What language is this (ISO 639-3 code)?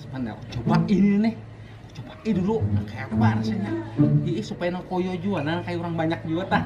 bjn